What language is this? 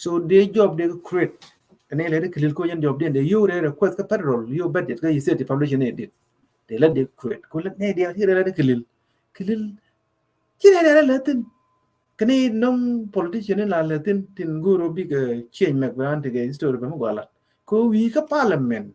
Nuer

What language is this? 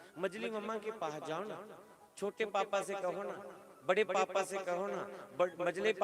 Dogri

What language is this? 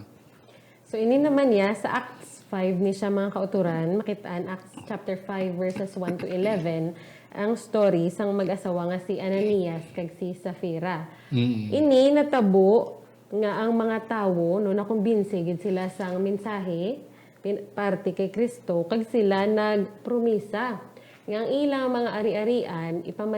Hiligaynon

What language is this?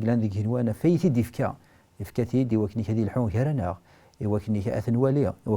Kabyle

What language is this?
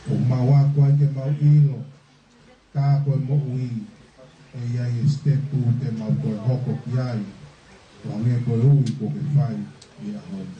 Tongan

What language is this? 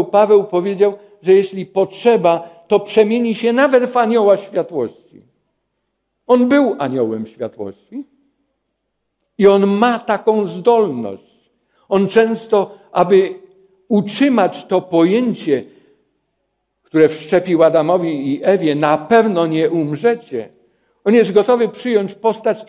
Polish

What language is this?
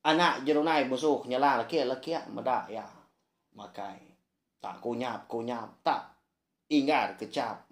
Iban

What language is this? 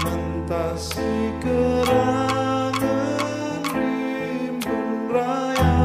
Batak Karo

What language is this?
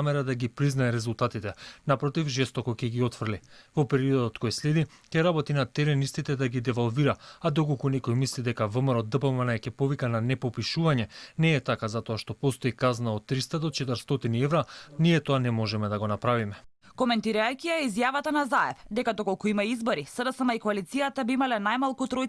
Macedonian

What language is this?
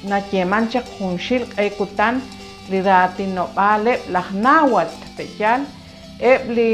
Kekchí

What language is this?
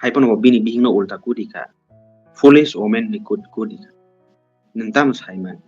Kok Borok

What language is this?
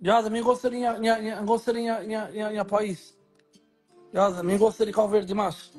Kabuverdianu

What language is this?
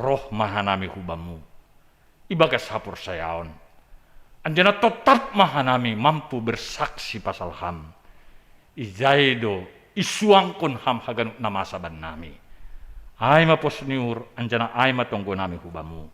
Batak Simalungun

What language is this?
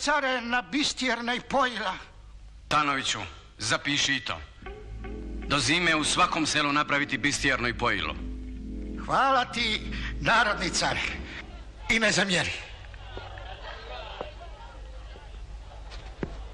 Croatian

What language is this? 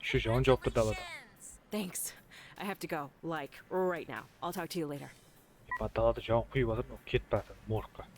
Kara-Kalpak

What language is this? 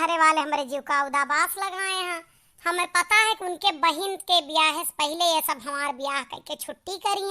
Awadhi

